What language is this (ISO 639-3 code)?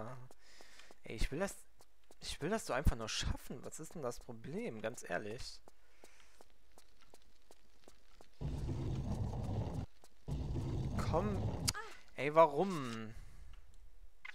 deu